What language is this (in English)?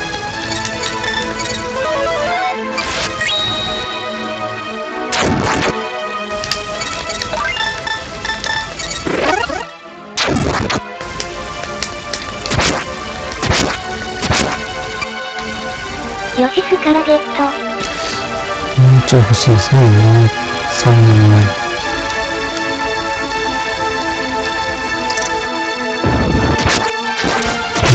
Japanese